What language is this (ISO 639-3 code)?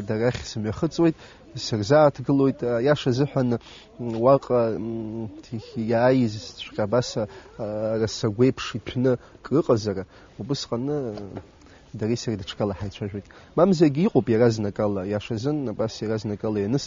abk